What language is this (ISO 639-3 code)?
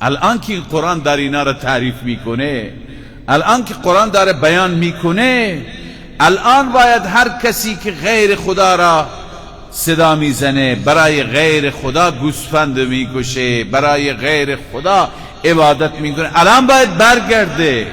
fas